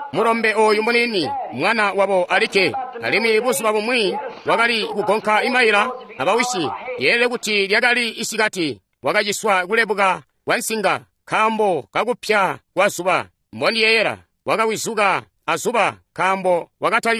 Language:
Tonga (Zambia)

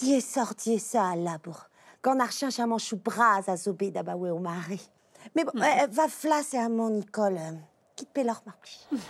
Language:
Breton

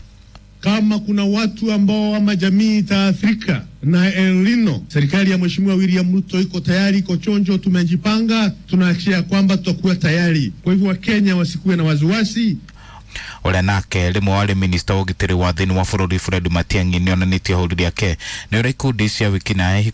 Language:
Kikuyu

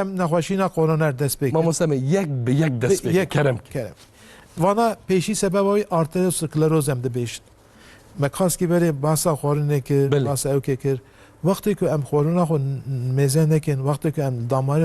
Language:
Kurdish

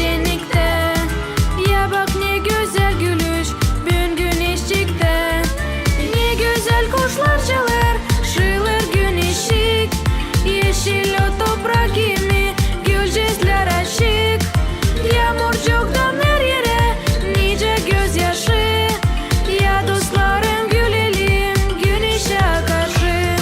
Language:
Gagauz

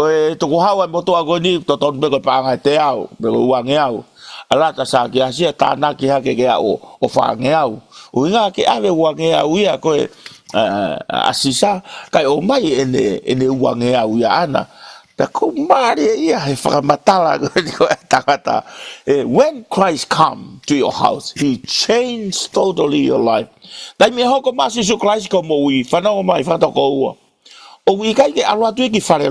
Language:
Tongan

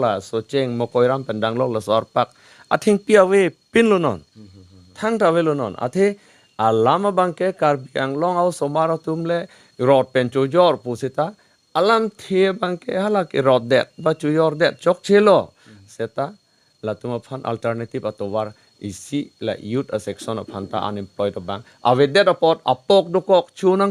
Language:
Karbi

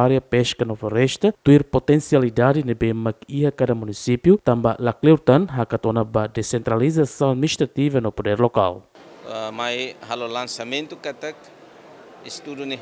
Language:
Tetum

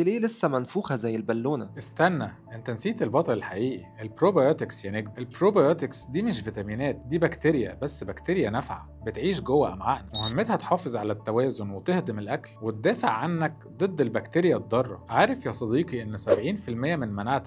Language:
Egyptian Arabic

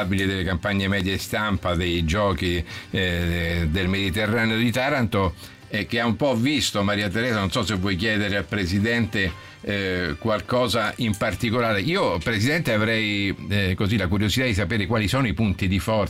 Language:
Italian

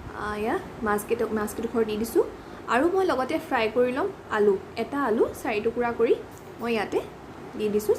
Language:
Assamese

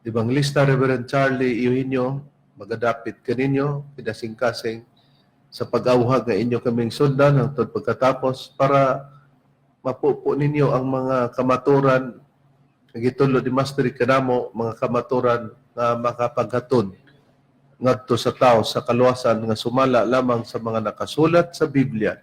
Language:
Cebuano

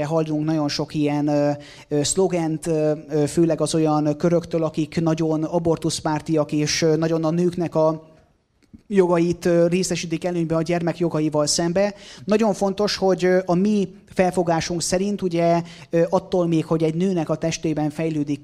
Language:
Hungarian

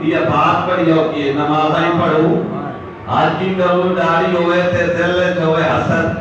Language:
Saraiki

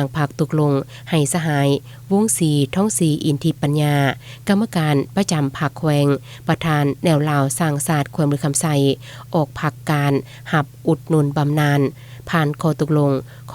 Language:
Lao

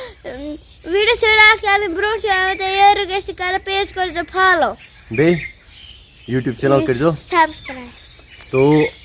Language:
Kashmiri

